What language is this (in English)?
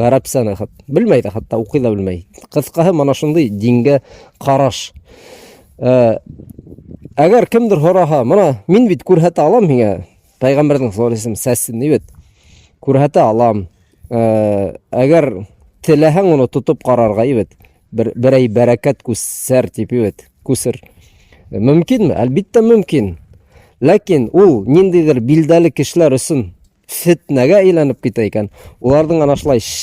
Bashkir